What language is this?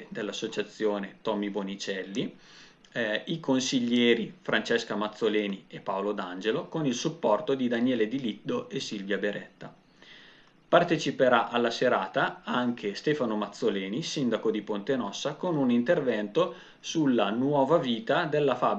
Italian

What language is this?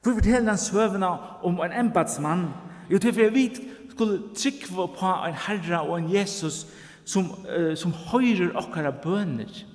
Faroese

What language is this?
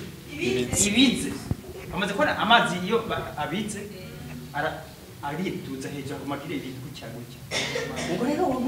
Rundi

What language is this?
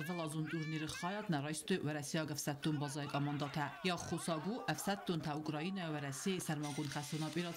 Ossetic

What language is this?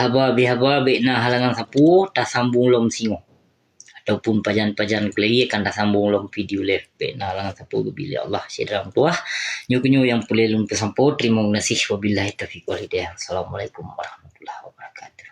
Achinese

